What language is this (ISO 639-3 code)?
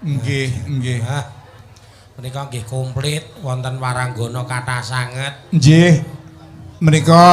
jav